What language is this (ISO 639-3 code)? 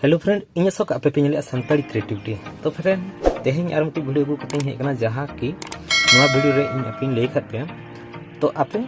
sat